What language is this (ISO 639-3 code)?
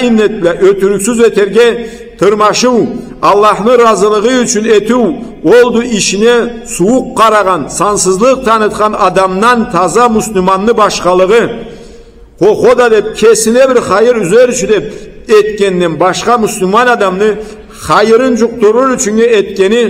krc